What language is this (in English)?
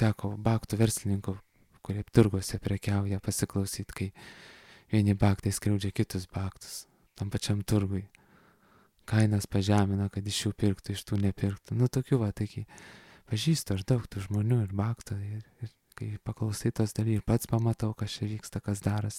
Lithuanian